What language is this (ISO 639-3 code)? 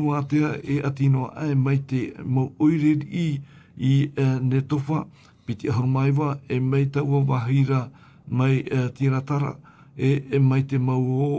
tah